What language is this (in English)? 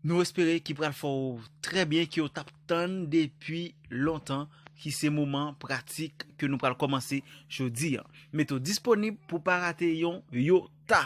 Haitian Creole